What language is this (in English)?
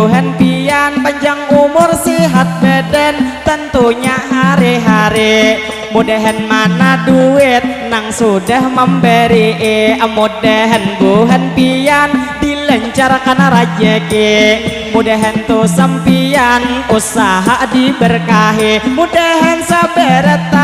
Banjar